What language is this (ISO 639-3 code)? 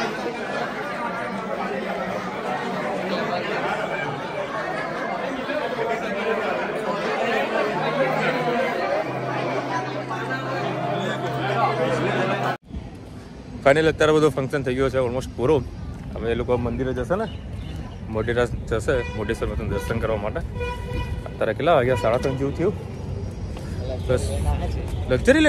guj